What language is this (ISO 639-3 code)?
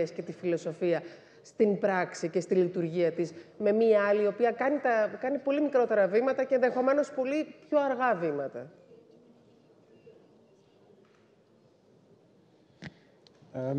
ell